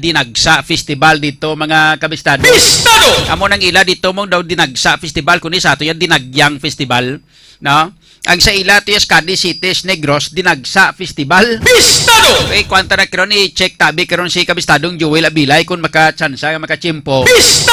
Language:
Hiligaynon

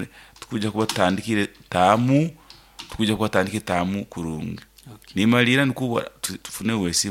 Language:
Nyoro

